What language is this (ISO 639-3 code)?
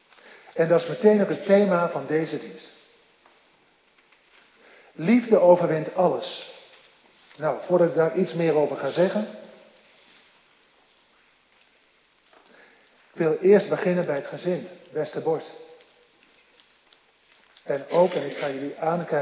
nld